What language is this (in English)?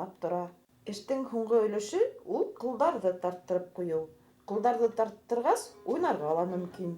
Bashkir